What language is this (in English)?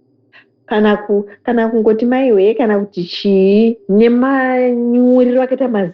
Shona